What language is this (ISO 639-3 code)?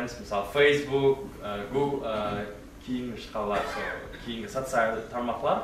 kaa